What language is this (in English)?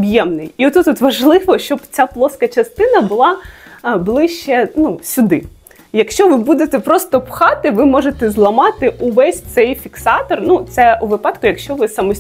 Ukrainian